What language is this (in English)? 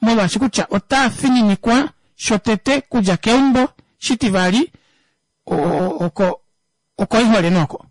Kuanyama